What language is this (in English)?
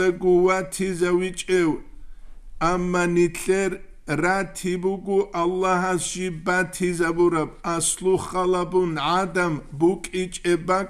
Avaric